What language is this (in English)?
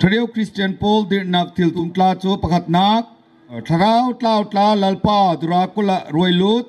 Bawm Chin